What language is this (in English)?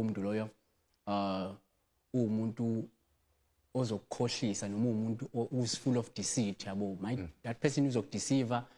Zulu